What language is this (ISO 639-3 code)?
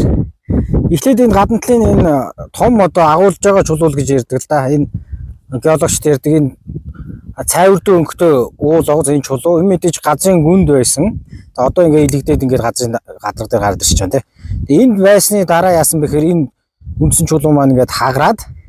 mon